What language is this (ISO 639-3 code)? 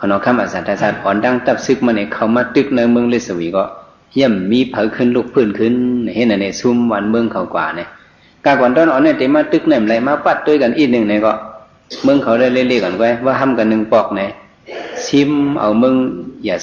shn